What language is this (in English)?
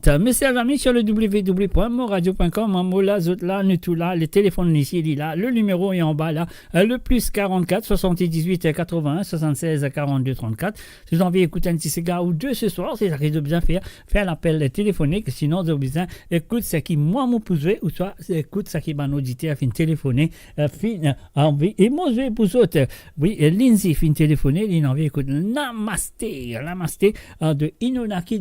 Morisyen